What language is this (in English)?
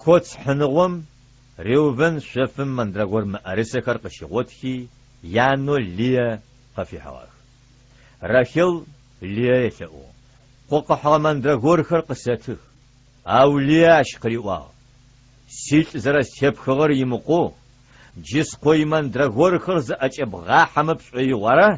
Adyghe